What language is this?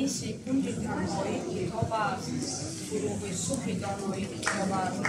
Tajik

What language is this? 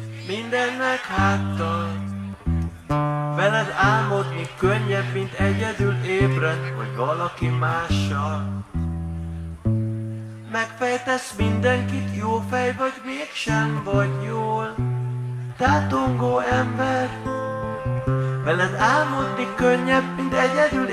Hungarian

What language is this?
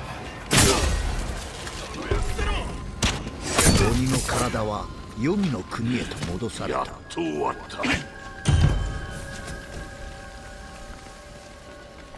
Japanese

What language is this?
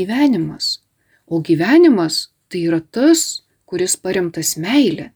Lithuanian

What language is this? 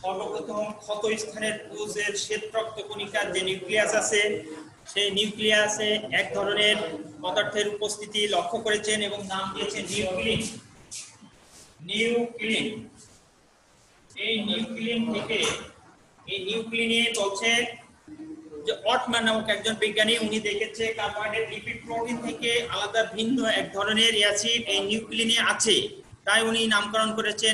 Bangla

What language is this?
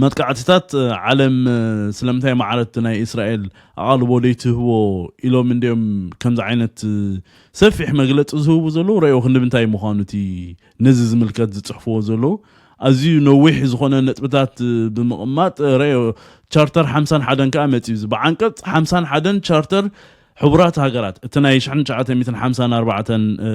Tigrinya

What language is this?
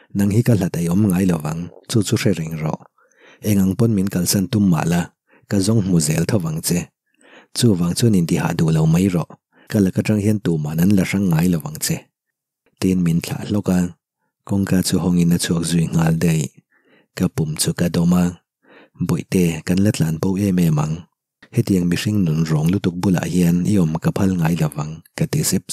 Mizo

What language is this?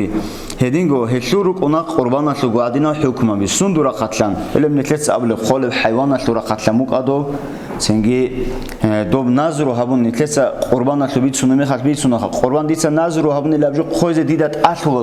Avaric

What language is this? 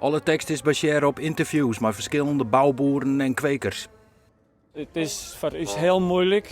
Western Frisian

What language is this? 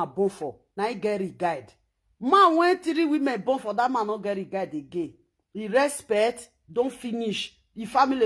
Nigerian Pidgin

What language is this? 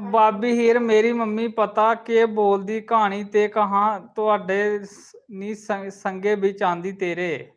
Dogri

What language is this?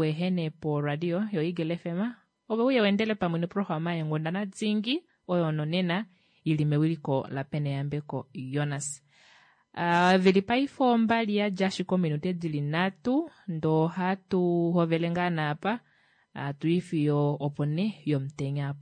Kuanyama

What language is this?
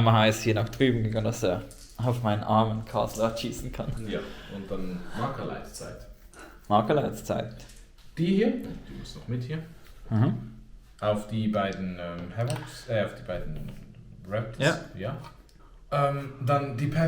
Swiss German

